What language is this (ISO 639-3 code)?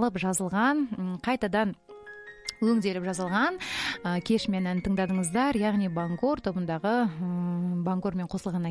kaz